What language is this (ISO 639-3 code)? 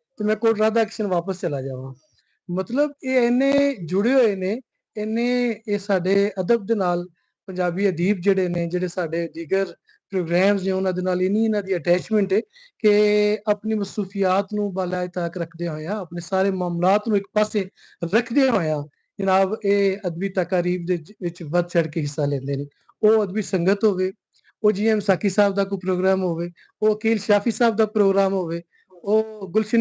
lah